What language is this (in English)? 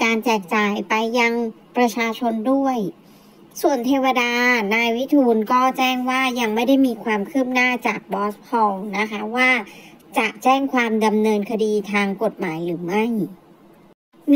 Thai